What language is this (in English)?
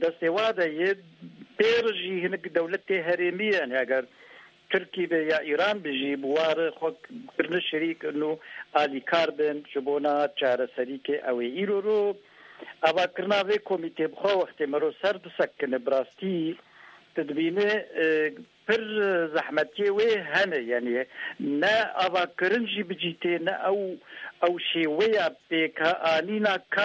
Kurdish